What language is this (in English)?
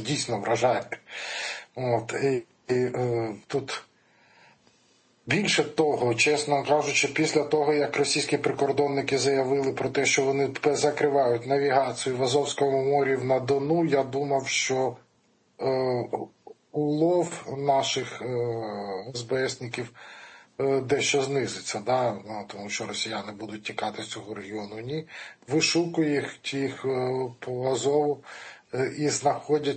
Ukrainian